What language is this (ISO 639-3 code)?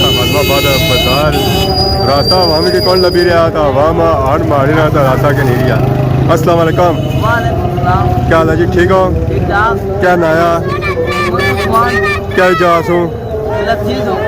phr